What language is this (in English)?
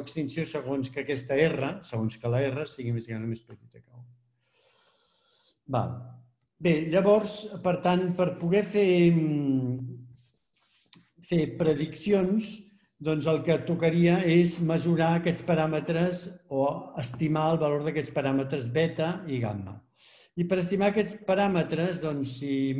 Catalan